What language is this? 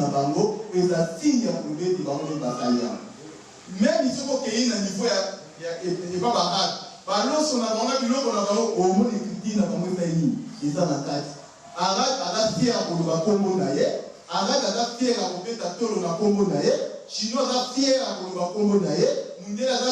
Lingala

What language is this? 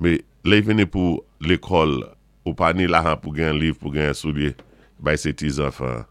Saint Lucian Creole French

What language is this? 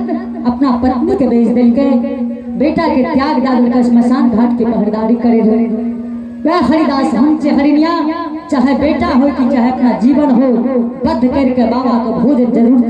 Angika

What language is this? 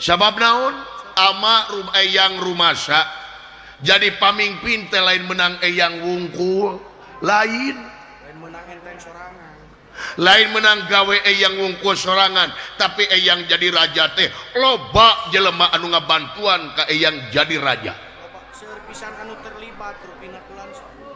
Sundanese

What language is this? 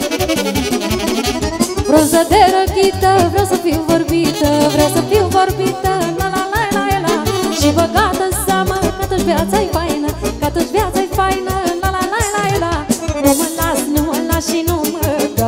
Romanian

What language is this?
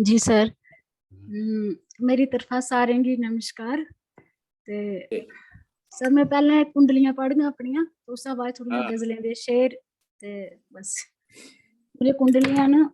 Dogri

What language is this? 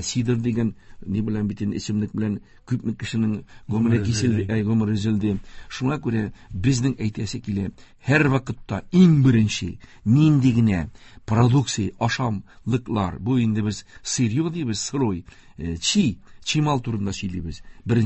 Tatar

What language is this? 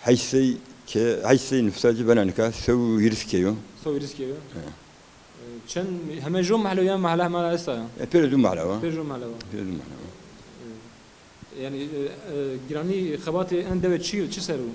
Zaza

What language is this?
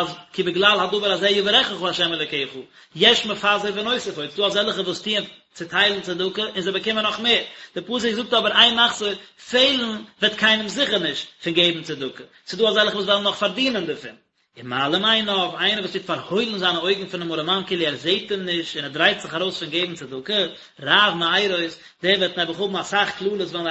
Yiddish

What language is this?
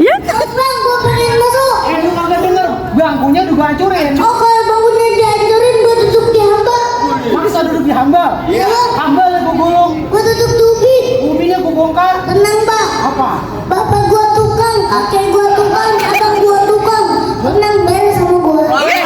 Betawi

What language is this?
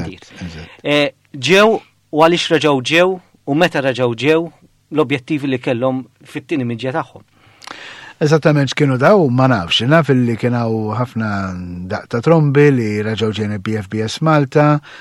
Maltese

